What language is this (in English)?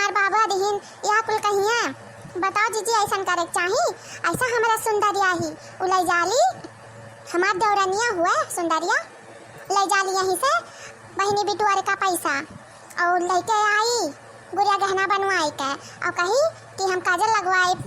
Awadhi